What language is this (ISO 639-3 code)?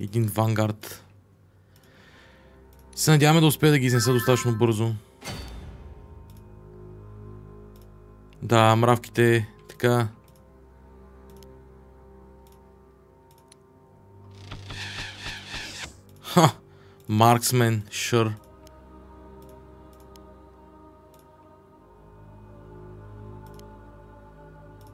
bul